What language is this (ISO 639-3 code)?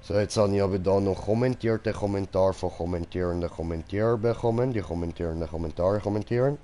gsw